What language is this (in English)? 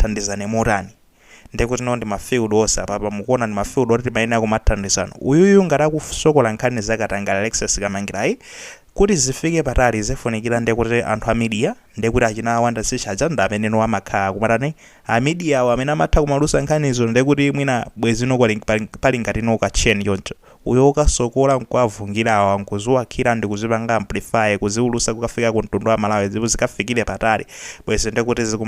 Nyanja